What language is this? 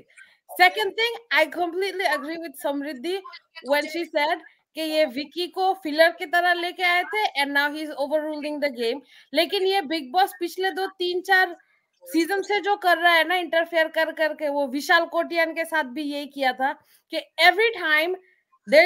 Hindi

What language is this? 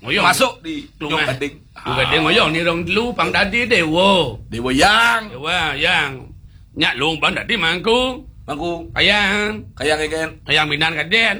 Balinese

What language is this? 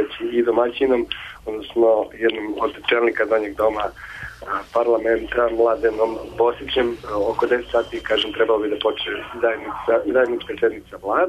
Serbian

